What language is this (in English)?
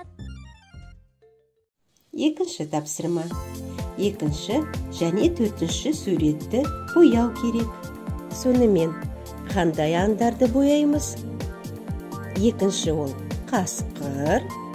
Kazakh